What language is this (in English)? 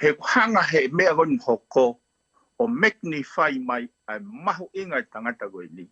Tongan